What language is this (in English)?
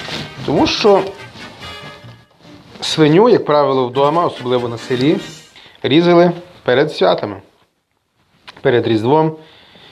Ukrainian